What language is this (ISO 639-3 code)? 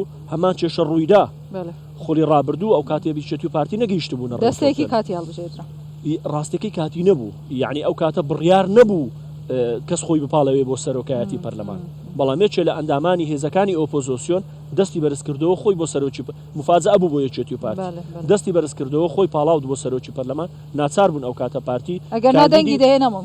ckb